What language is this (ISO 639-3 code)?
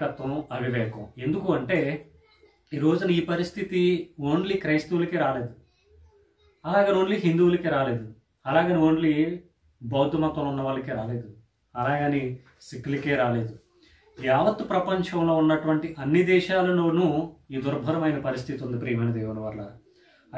tel